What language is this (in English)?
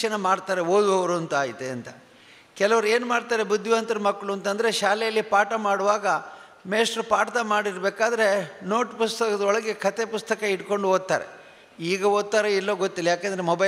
Kannada